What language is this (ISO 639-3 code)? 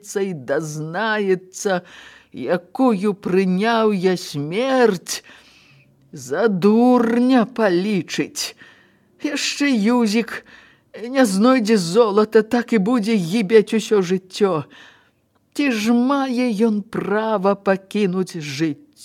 bel